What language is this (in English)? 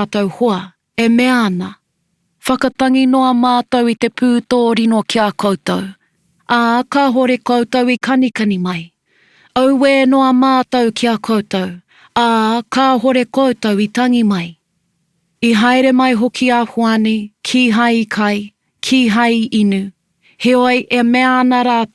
Māori